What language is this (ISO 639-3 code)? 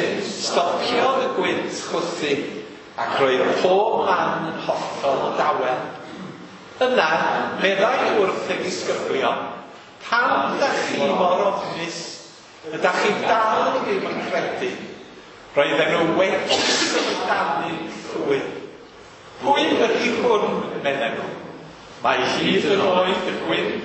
cym